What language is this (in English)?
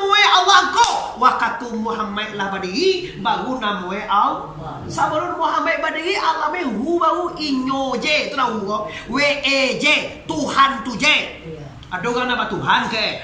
Minangkabau